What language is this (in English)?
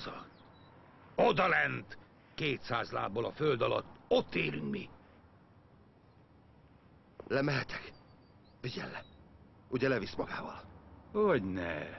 Hungarian